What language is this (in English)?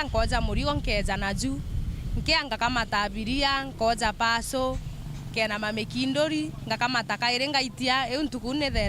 Meru